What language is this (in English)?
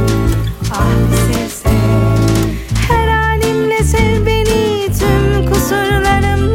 Turkish